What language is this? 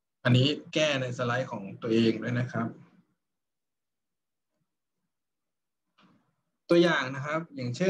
Thai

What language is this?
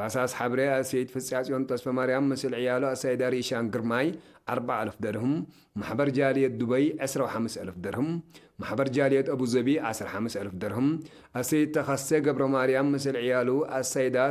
Tigre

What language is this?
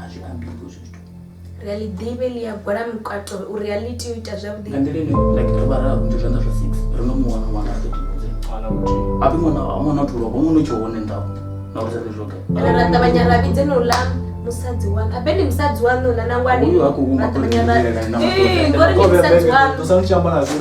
Venda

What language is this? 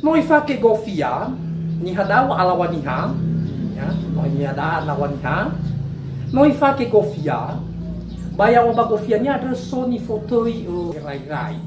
Nias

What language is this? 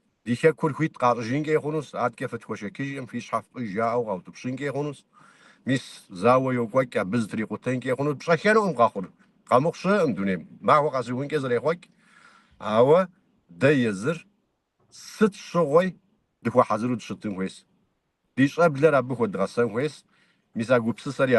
Kabardian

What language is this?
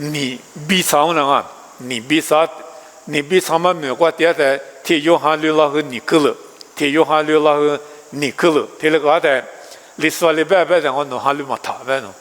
Lisu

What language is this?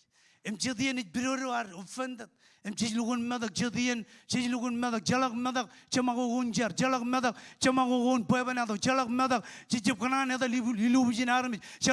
Marshallese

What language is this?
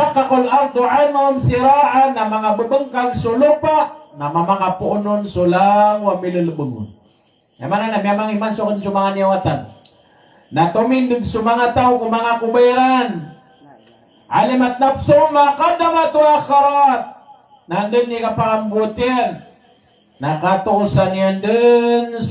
Maranao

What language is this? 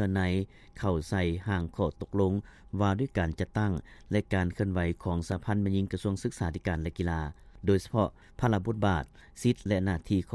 Lao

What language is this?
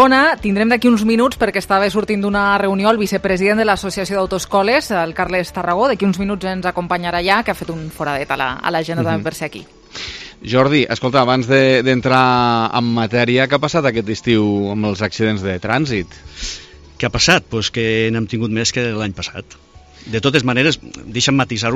Catalan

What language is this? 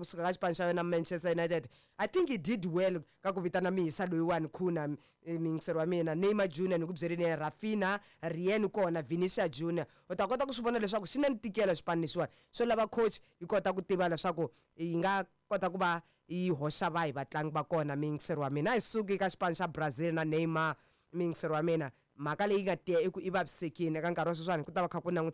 Tsonga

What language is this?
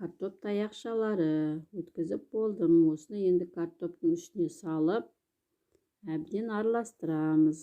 Kazakh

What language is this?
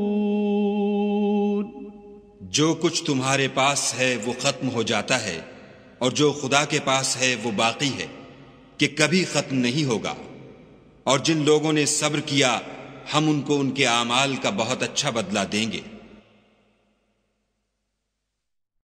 Urdu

